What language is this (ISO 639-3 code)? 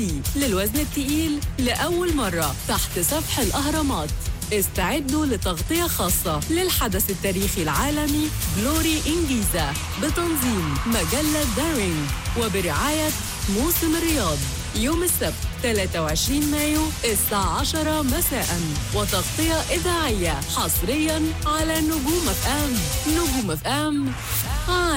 arz